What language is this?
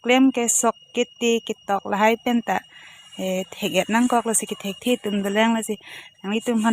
Karbi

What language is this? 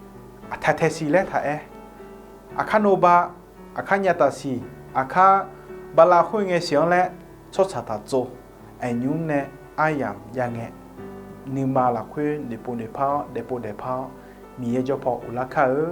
Akha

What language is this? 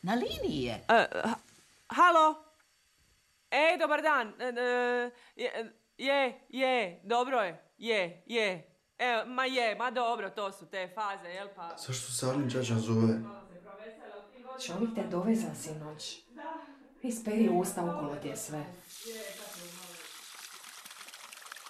Croatian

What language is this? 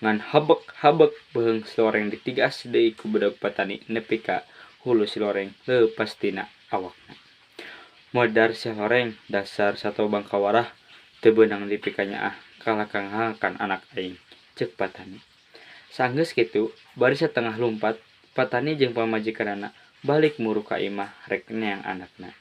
Sundanese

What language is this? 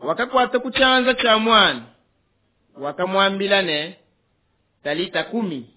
Luba-Lulua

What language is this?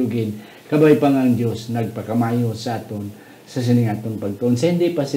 Hiligaynon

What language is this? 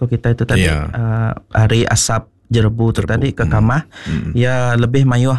Iban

